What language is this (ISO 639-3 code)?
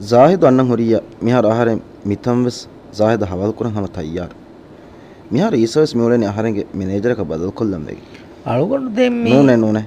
div